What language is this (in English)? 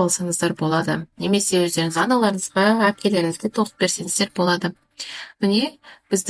Kazakh